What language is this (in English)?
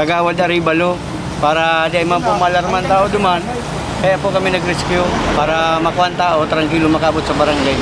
Bikol